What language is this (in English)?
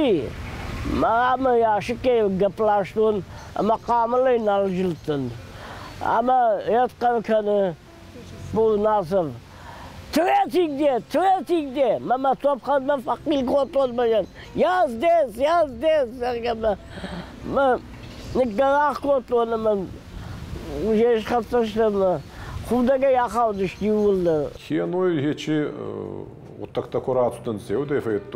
Ossetic